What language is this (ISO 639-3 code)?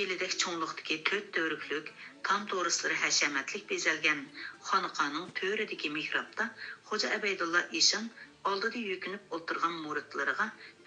uig